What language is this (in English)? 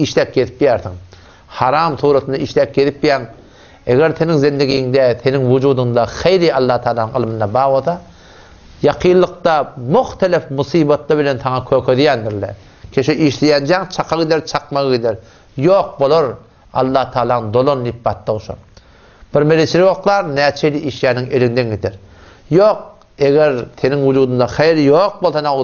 Turkmen